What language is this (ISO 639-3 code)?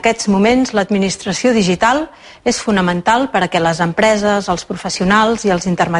cat